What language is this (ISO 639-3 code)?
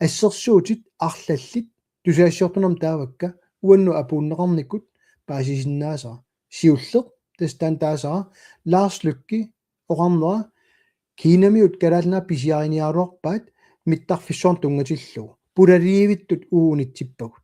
kal